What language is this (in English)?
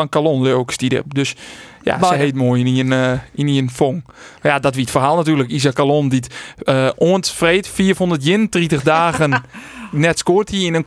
Western Frisian